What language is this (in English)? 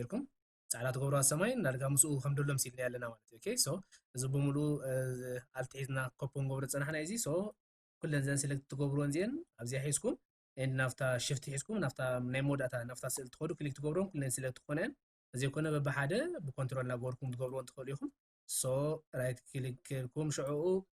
Tigrinya